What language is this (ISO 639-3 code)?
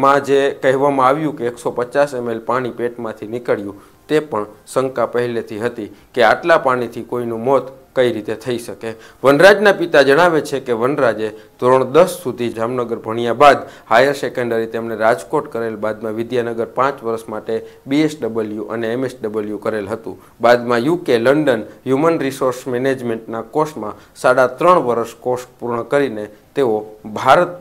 guj